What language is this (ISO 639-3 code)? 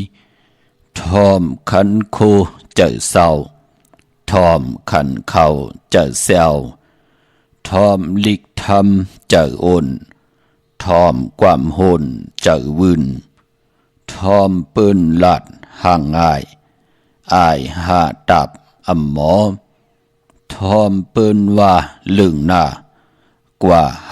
shn